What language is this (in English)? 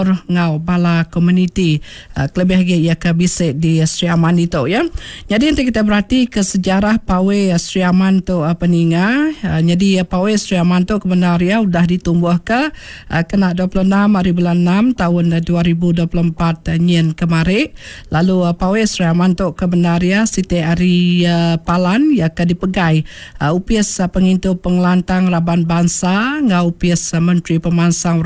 Iban